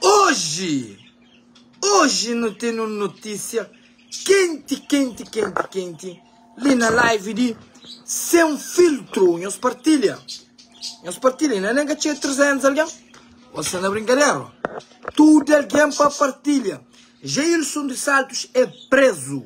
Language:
Kabuverdianu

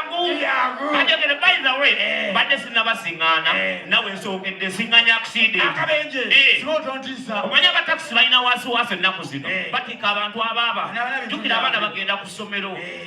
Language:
Ganda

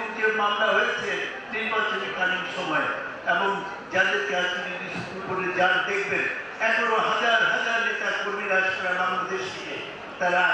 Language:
Bangla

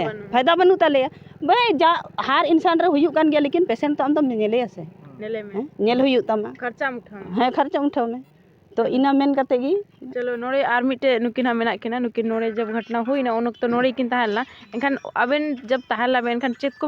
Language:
Santali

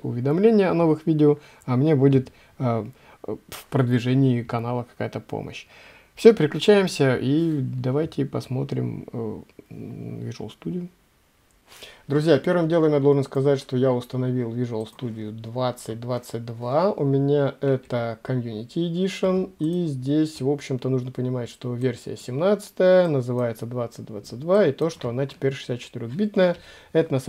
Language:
Russian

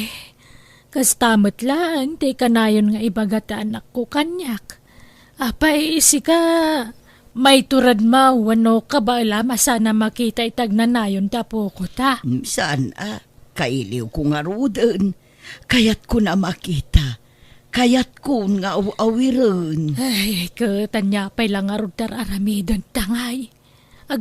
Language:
Iloko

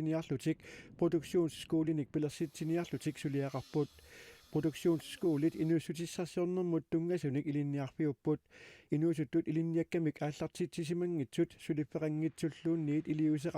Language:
Kalaallisut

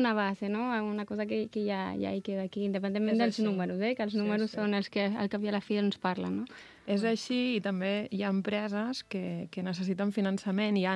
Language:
Catalan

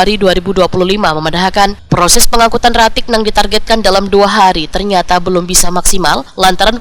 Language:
Banjar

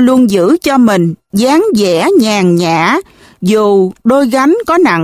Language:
Vietnamese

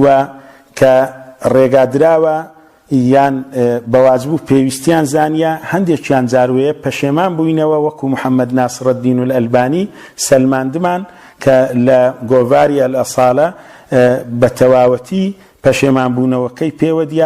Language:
Central Kurdish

